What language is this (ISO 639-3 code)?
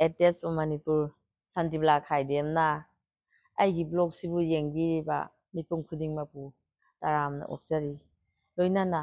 mni